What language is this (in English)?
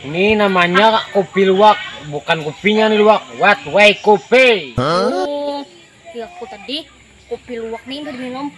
Banjar